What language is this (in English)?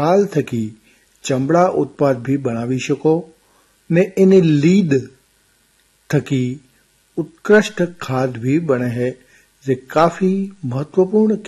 Gujarati